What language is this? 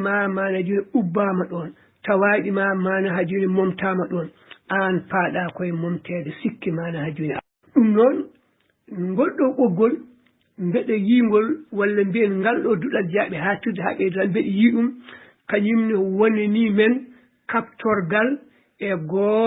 Fula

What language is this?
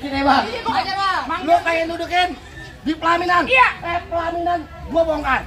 Betawi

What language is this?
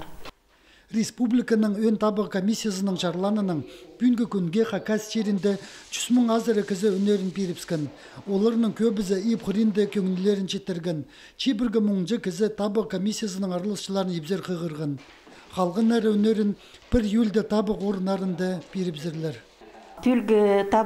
Khakas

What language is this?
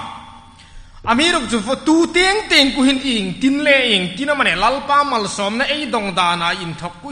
Hmar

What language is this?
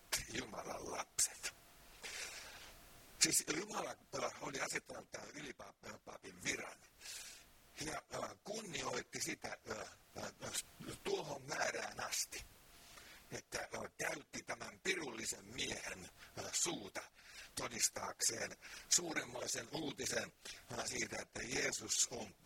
Finnish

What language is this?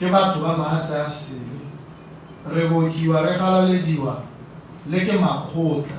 Tswana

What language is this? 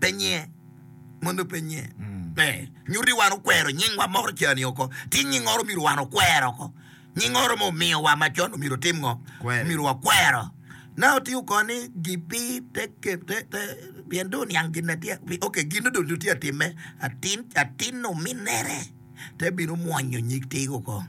Acoli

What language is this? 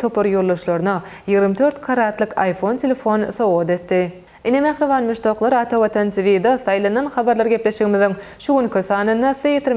Turkmen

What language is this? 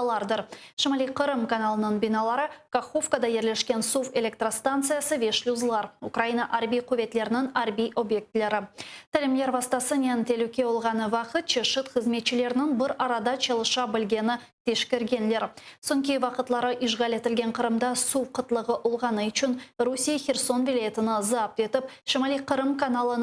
Crimean Tatar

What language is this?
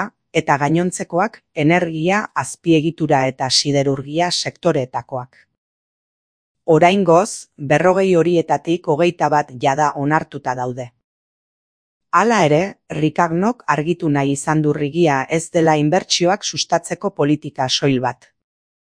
Basque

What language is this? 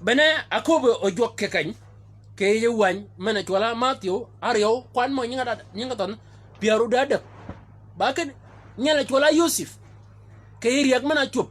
Shilluk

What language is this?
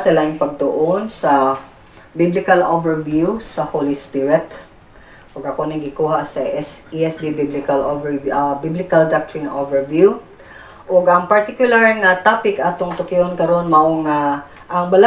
Cebuano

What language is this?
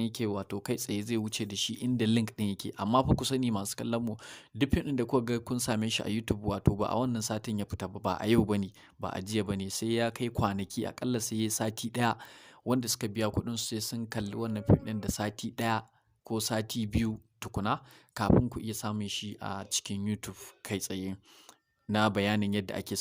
Hausa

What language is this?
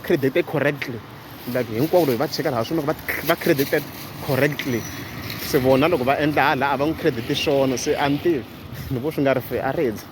Tsonga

